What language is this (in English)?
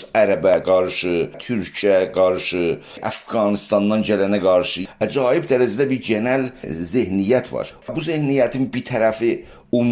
South Azerbaijani